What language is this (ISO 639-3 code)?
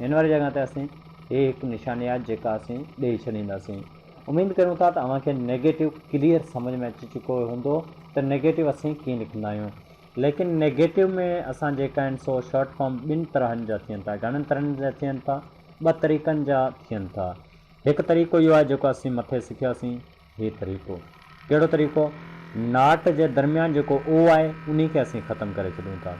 snd